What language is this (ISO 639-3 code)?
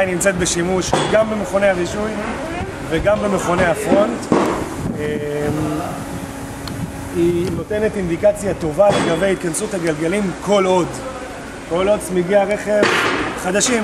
heb